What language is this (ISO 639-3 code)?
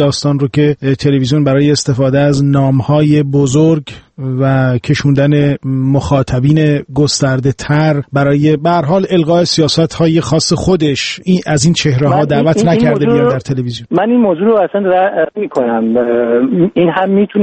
fas